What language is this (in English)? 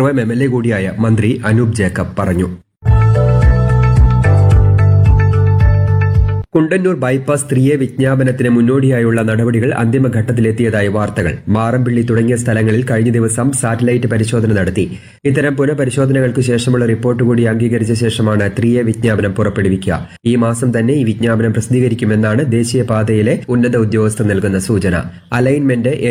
Malayalam